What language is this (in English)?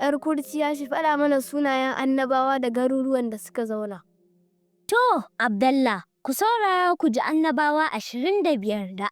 Hausa